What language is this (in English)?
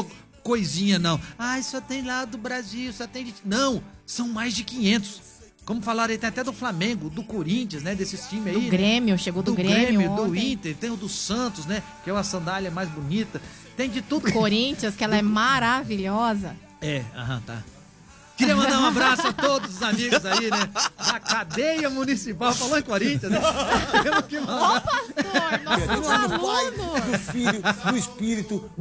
Portuguese